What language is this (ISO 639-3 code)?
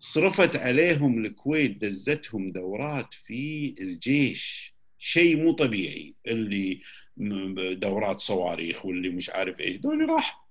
afb